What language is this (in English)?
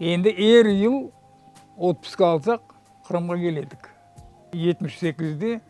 Crimean Tatar